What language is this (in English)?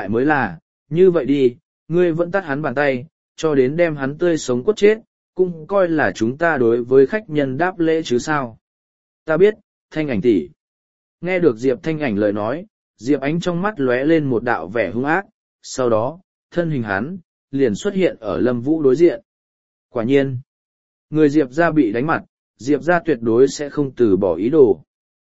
Vietnamese